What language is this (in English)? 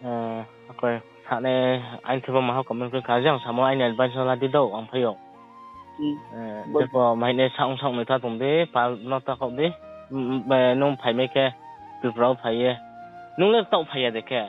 Riang (India)